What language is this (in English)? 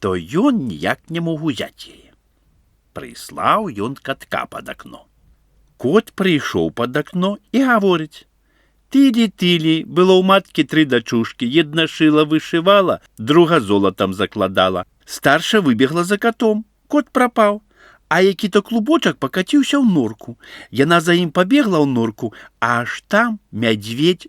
Belarusian